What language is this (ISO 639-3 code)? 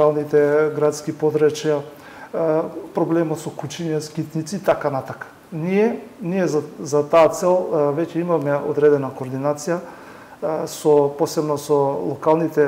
mkd